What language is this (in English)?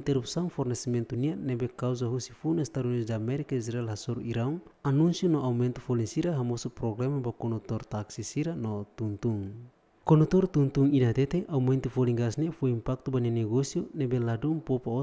Tetum